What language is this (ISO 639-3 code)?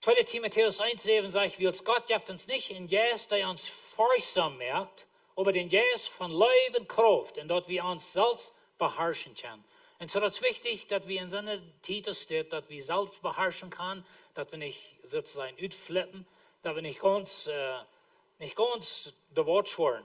pdt